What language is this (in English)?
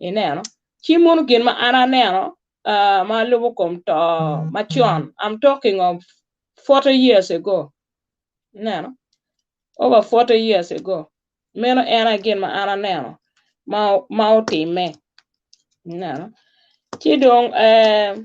Acoli